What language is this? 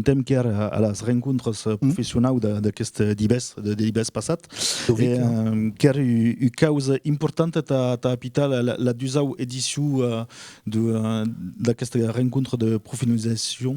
Occitan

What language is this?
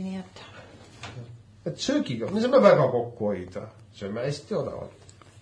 Estonian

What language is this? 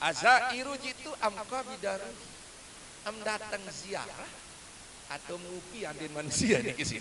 Sasak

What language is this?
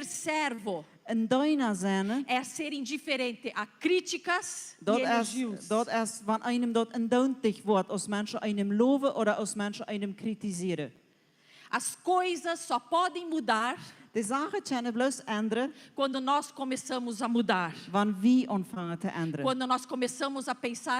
Plautdietsch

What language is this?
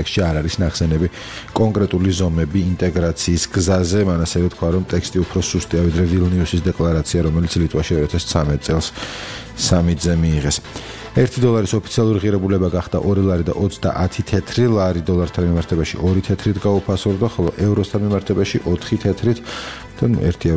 Georgian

